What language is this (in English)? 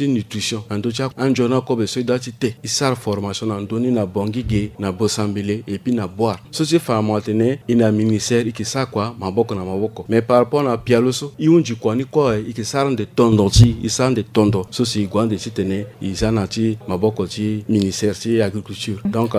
Sango